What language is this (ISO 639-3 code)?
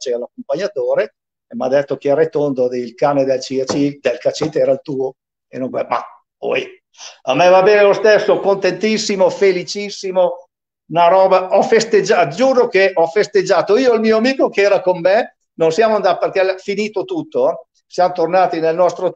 ita